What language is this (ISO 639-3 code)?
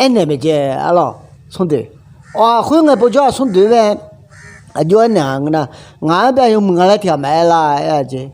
ahk